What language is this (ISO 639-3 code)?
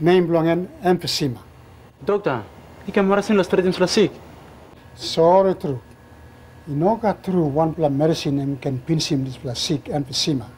tpi